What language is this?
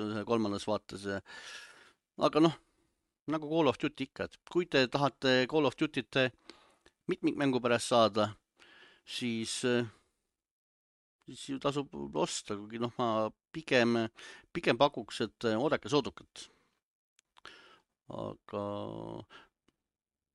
Estonian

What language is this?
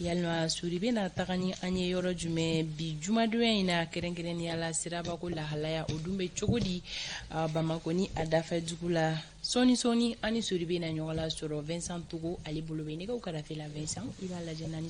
Bambara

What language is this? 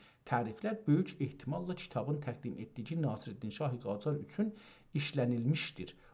South Azerbaijani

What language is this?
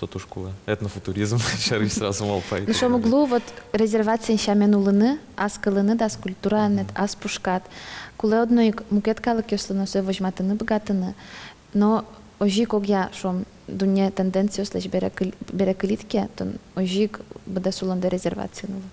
Udmurt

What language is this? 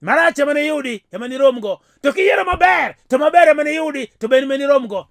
Luo (Kenya and Tanzania)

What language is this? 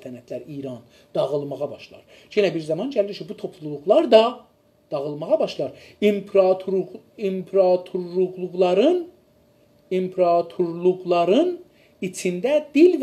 South Azerbaijani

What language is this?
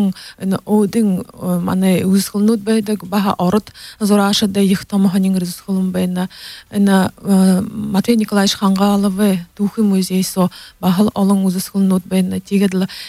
Buriat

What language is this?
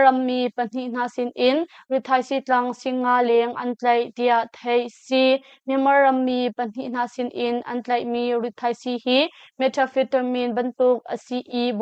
Hakha Chin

